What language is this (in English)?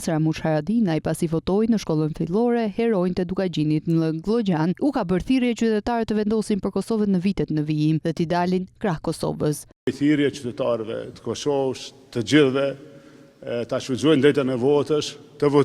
Albanian